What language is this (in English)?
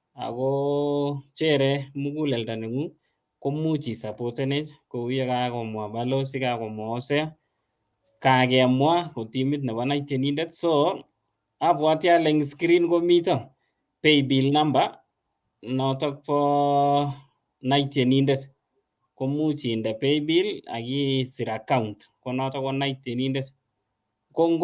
Kalenjin